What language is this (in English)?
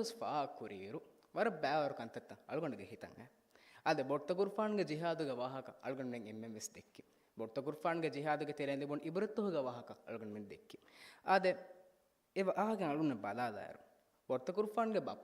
Divehi